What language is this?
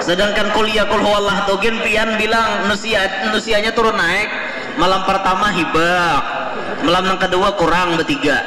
Banjar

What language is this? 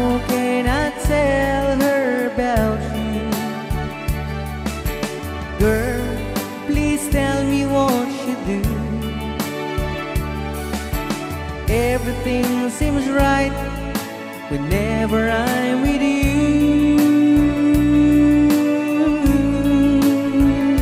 English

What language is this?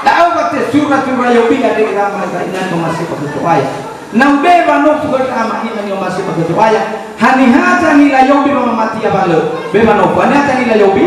Nias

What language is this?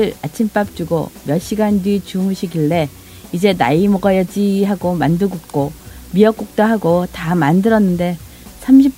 Korean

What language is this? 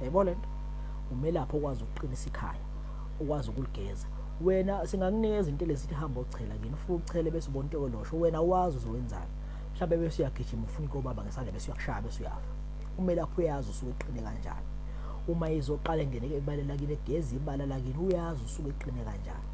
Zulu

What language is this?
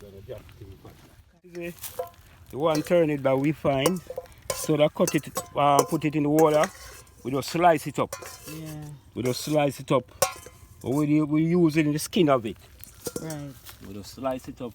Jamaican Creole English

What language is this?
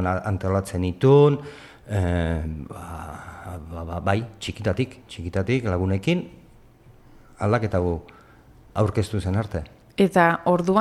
Basque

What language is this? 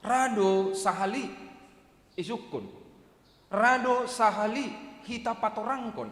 Batak Simalungun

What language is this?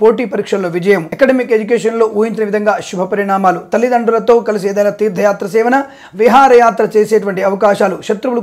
Telugu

